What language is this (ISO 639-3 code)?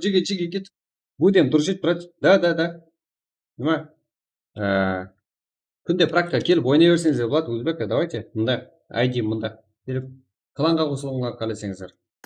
kaa